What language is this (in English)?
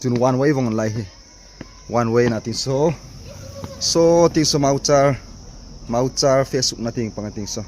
Hmar